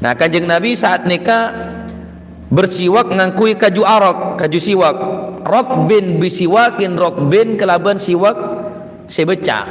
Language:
Madurese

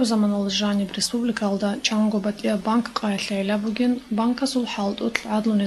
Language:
Avaric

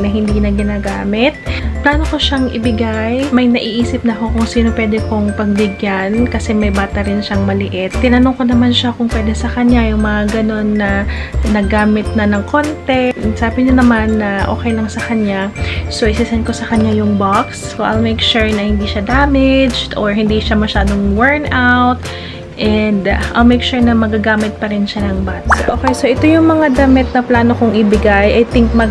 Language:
Filipino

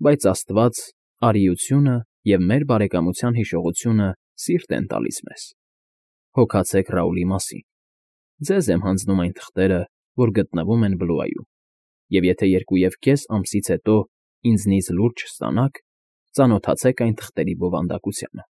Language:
Armenian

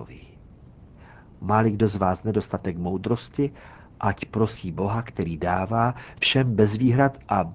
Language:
Czech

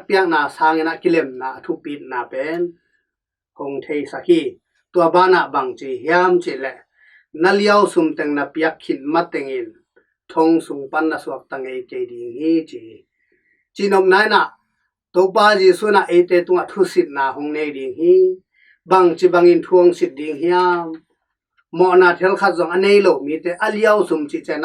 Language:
Tedim Chin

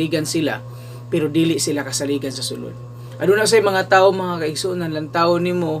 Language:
Cebuano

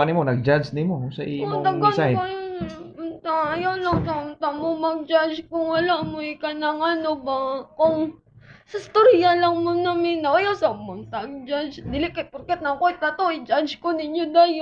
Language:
Cebuano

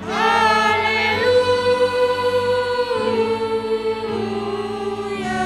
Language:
Batak Simalungun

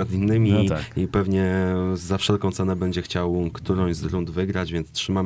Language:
Polish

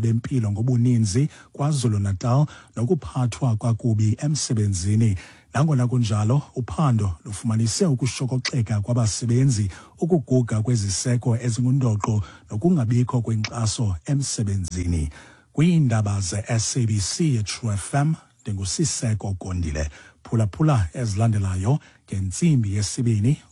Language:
Xhosa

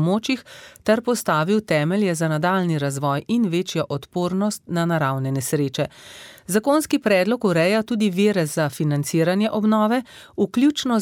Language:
Slovenian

